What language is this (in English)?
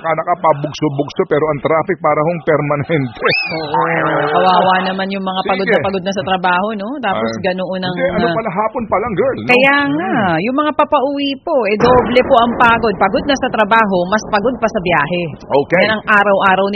Filipino